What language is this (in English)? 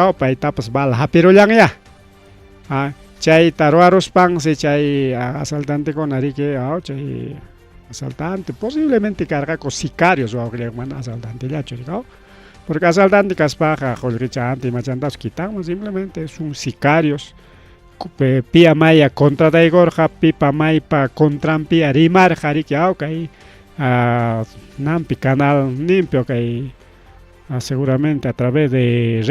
Ayacucho Quechua